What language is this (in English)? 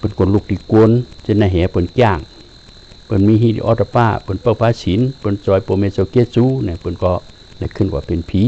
Shan